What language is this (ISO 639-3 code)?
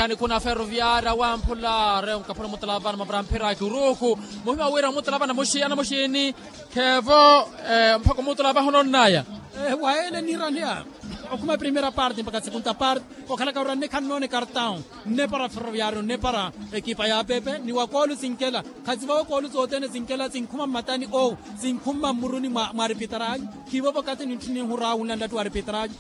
vmw